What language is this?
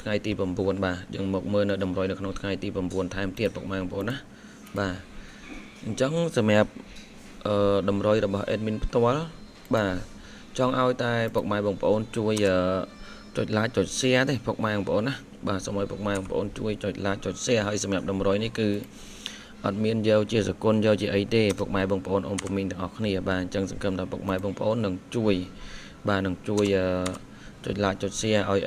Khmer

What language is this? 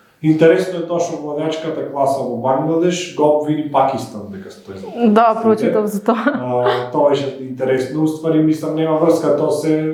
Macedonian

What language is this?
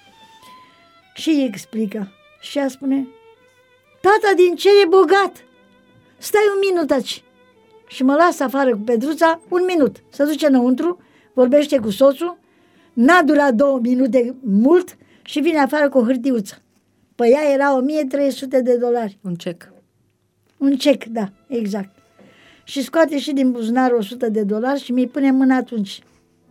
Romanian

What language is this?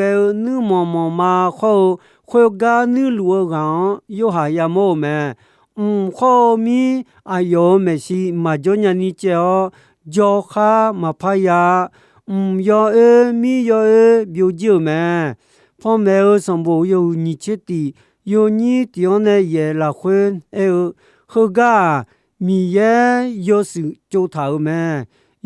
Akha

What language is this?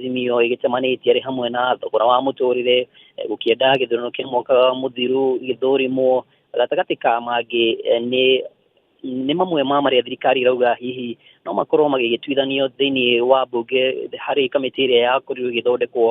Kikuyu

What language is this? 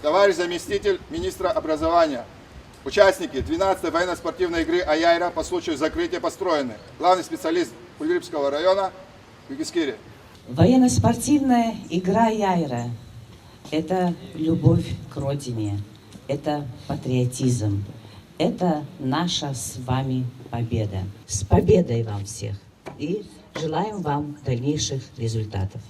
Abkhazian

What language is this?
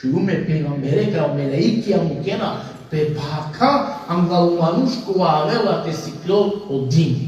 Balkan Romani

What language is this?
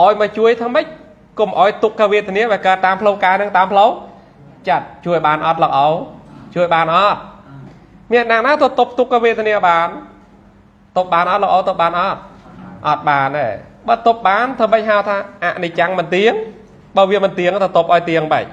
Khmer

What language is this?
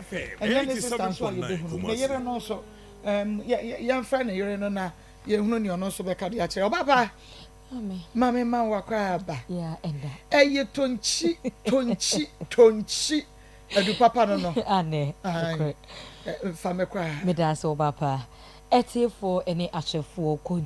Akan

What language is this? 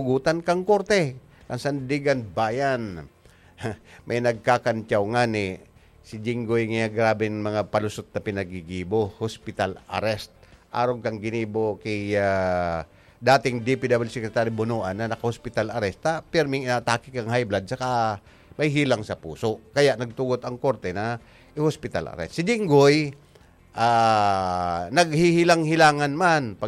Bikol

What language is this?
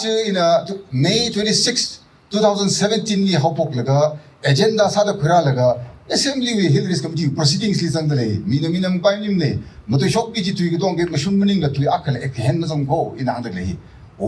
Tangkhul Naga (India)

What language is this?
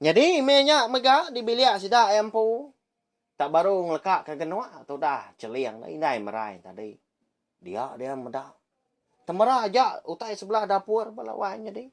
Iban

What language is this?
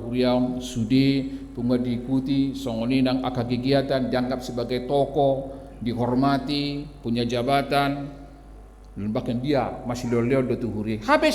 Batak Toba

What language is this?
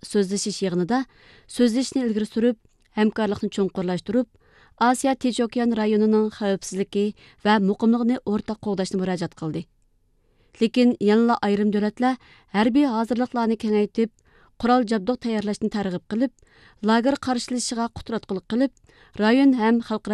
Uyghur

